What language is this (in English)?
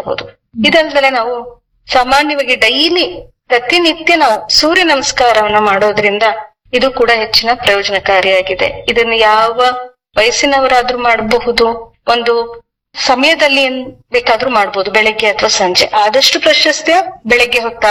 Kannada